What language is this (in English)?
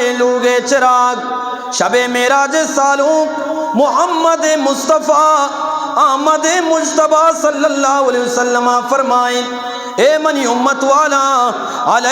Eastern Balochi